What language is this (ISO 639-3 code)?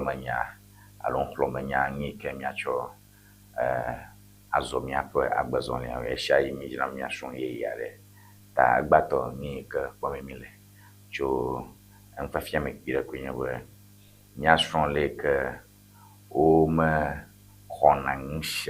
ewe